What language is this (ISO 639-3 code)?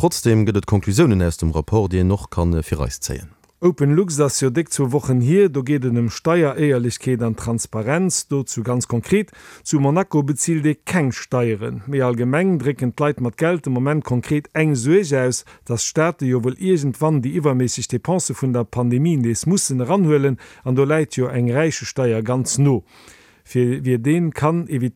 ltz